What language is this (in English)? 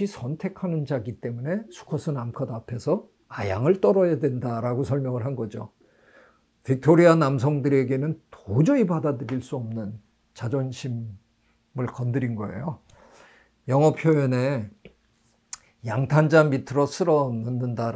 Korean